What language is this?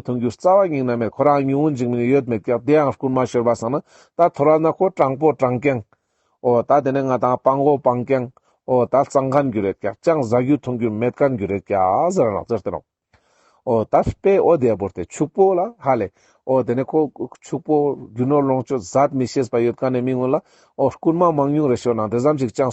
Ladakhi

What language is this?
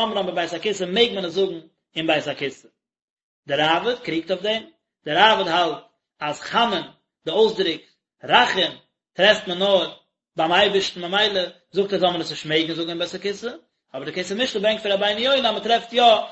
Yiddish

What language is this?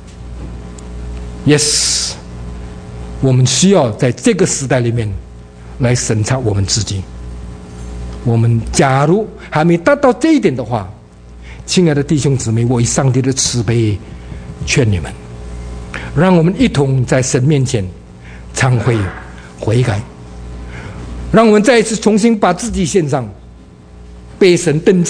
Chinese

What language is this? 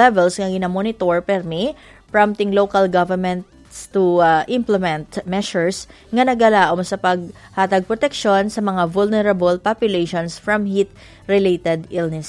Hiligaynon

